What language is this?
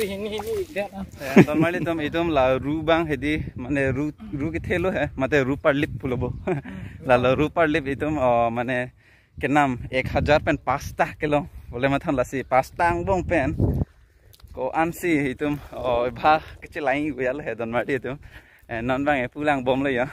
Karbi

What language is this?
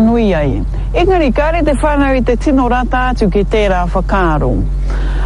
Māori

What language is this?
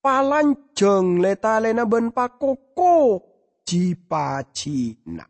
Madurese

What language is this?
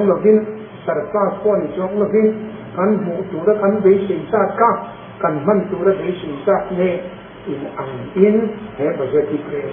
Mizo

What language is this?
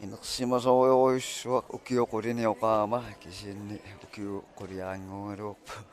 Kalaallisut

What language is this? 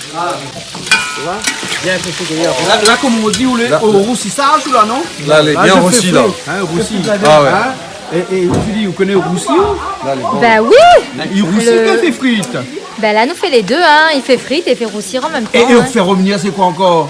Réunion Creole French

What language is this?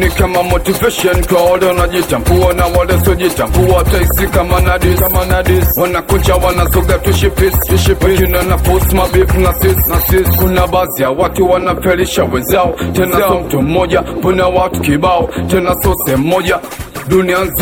Swahili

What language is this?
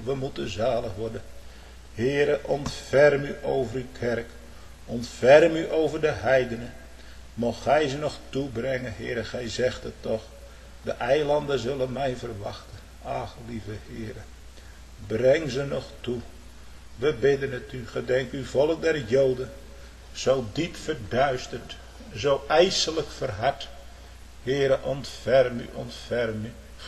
Dutch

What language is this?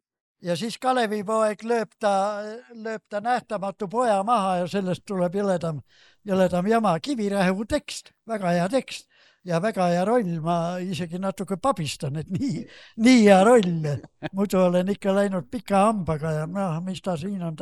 Estonian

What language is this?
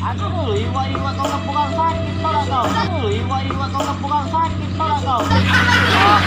Musi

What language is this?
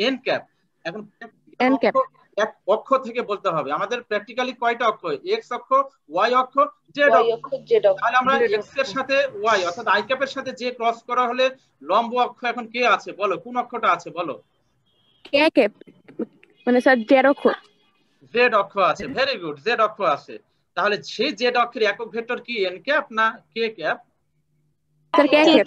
Bangla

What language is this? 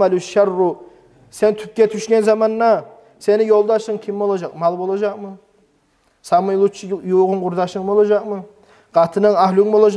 Kumyk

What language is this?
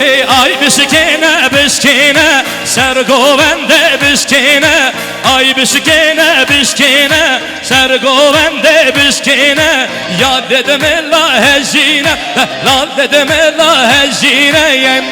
Kurdish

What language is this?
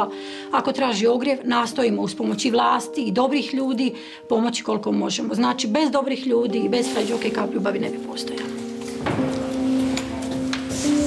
Bosnian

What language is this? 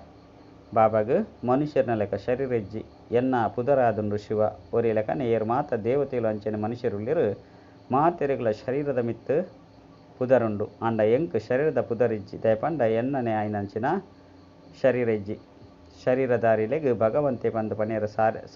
Tulu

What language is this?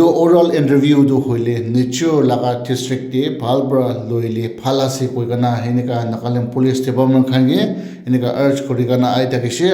Naga Pidgin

